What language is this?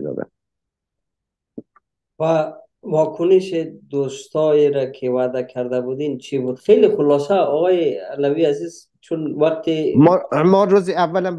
Persian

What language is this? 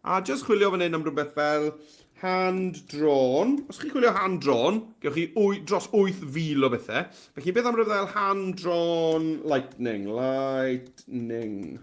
Welsh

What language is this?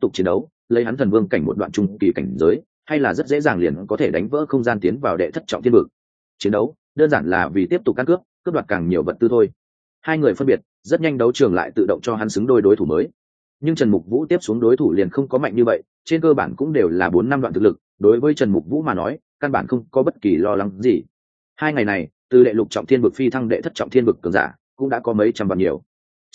Vietnamese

